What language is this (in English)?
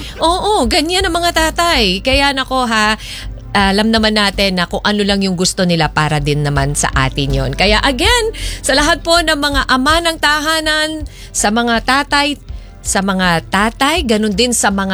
Filipino